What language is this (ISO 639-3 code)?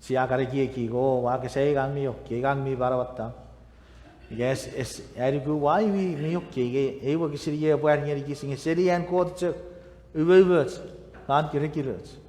chk